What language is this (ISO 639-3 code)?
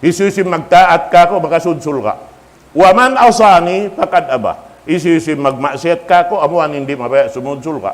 tsg